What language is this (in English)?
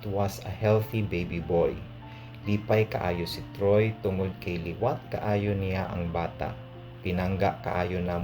Cebuano